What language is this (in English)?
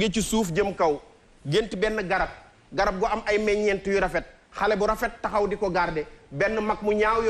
Wolof